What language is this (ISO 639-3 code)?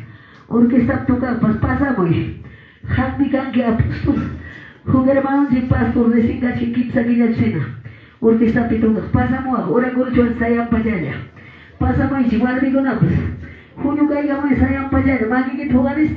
que